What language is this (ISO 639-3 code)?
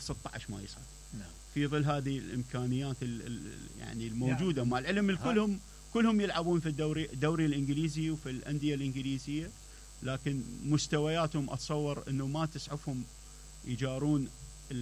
acm